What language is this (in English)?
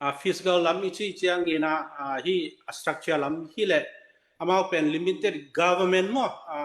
Tedim Chin